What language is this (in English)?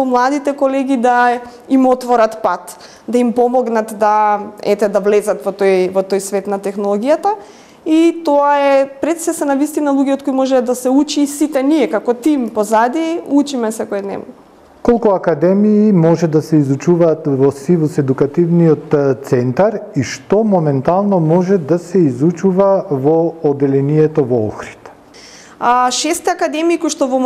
Macedonian